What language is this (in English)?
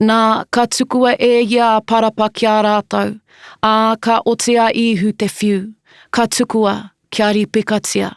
Māori